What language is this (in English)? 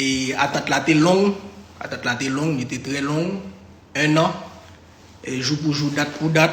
Haitian Creole